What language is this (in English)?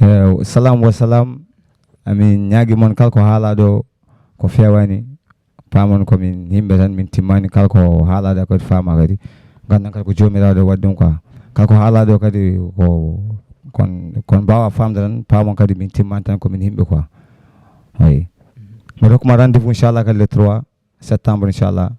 Fula